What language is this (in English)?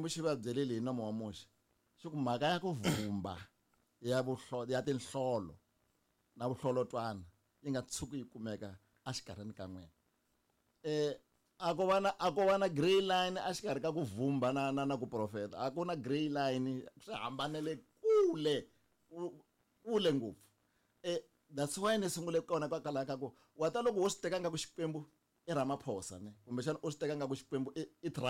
Tsonga